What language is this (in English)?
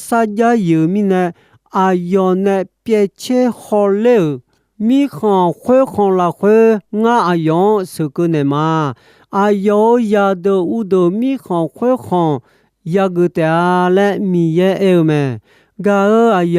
Akha